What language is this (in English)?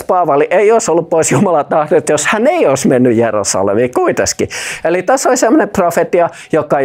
Finnish